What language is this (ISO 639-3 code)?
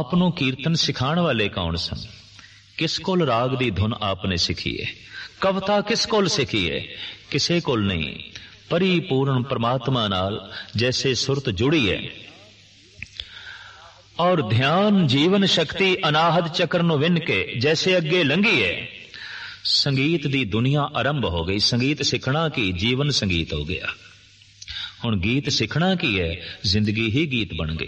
pan